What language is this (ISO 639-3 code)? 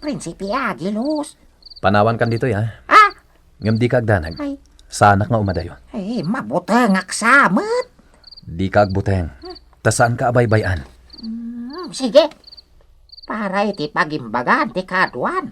ilo